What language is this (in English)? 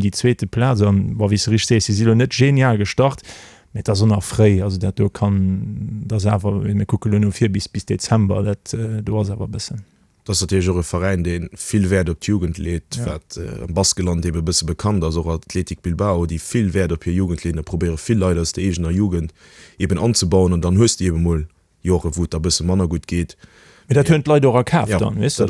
Luxembourgish